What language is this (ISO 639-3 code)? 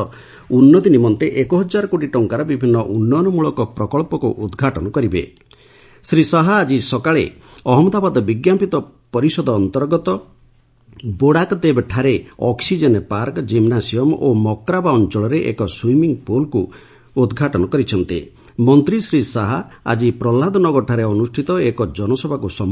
ori